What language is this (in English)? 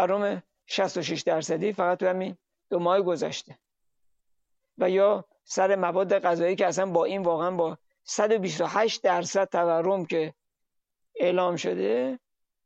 Persian